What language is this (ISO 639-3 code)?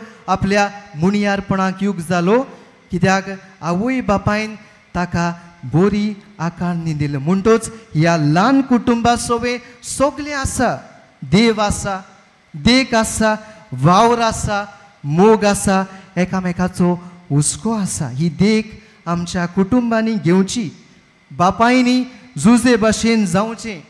kok